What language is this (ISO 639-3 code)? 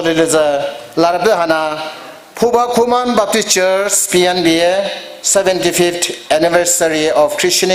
pmx